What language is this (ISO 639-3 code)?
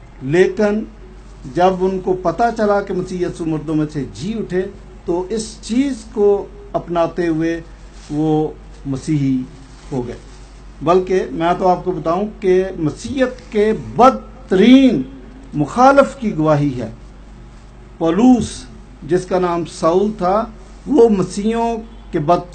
urd